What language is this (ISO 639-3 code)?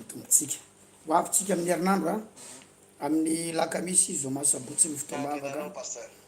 mlg